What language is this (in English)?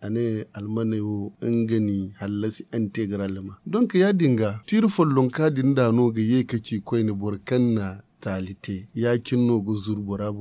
Zarma